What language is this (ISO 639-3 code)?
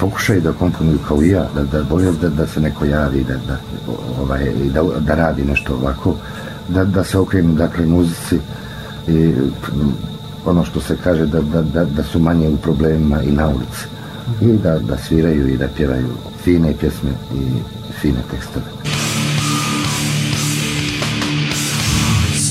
bos